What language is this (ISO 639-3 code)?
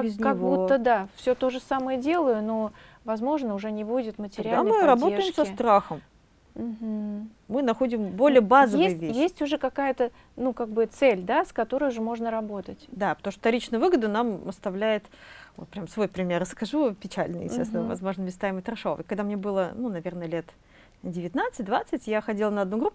rus